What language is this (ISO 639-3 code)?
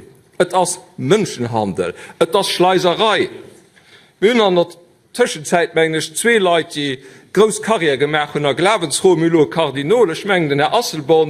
ltz